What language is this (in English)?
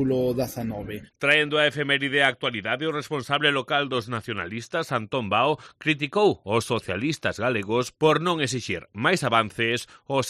Galician